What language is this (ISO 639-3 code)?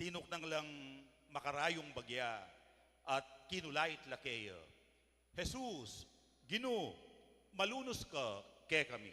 pam